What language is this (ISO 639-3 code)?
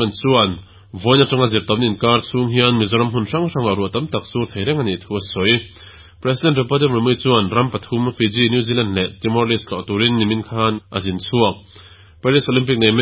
lus